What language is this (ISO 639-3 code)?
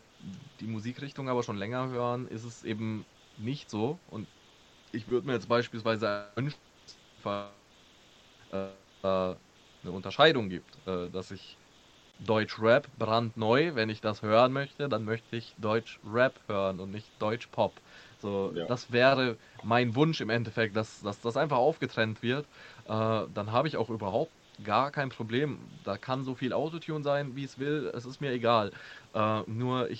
deu